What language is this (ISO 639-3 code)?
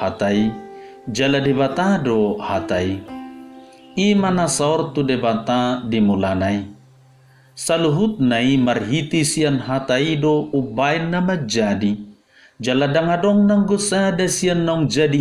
bbc